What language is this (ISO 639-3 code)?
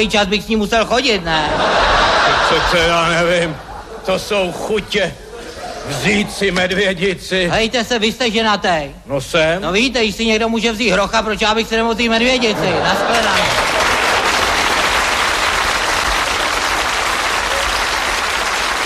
ces